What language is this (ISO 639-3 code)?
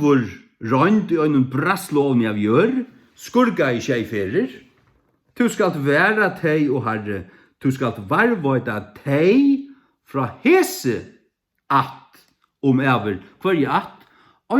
fao